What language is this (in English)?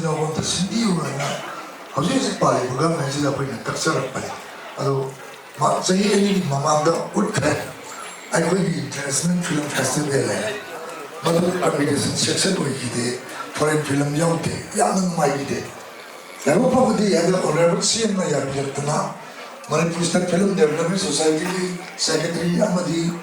Manipuri